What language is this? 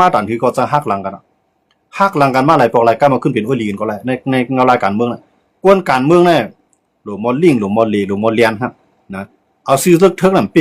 Shan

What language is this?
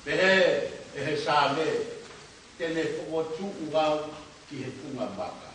Tongan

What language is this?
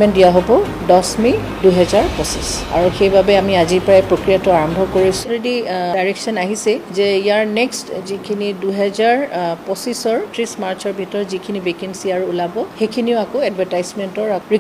Assamese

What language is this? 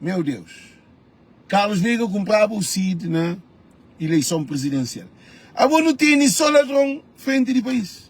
Kabuverdianu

